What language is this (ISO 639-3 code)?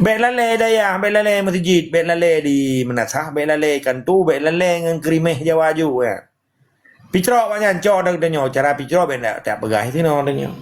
ace